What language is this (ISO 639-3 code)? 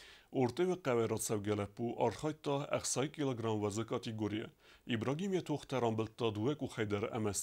oss